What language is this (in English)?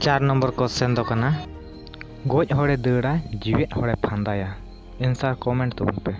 Santali